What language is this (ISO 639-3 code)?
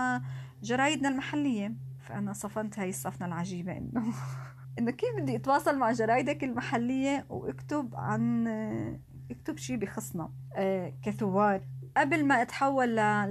apc